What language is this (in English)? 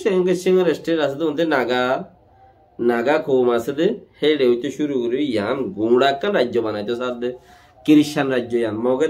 Rohingya